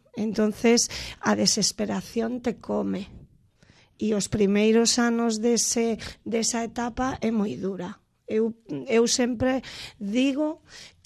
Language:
Galician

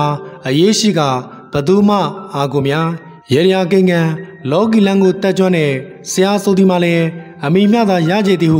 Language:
Burmese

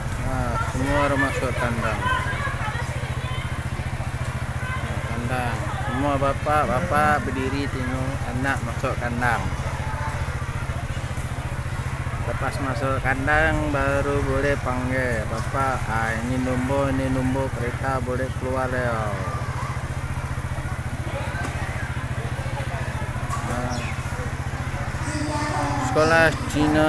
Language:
Malay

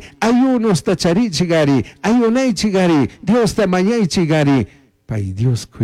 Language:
Chimborazo Highland Quichua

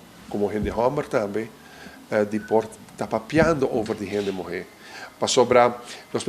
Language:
Papiamento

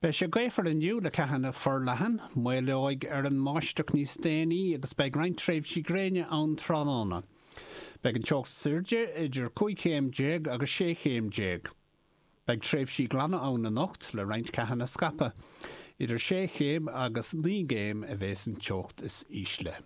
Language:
Irish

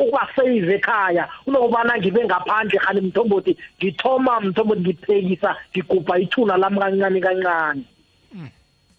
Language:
South Ndebele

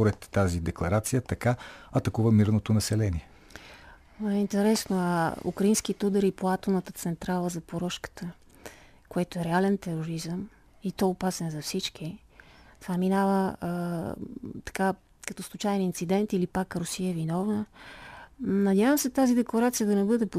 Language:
Bulgarian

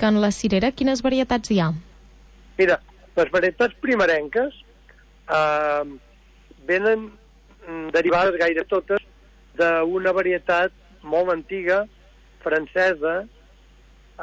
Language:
Catalan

